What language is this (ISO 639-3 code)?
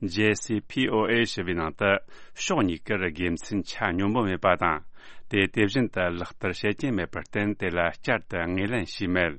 bod